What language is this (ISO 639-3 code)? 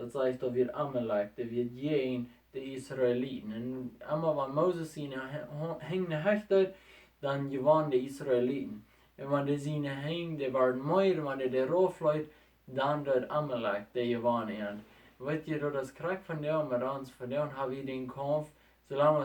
pdt